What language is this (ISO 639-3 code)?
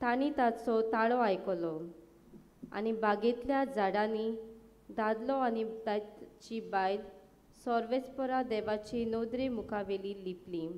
kok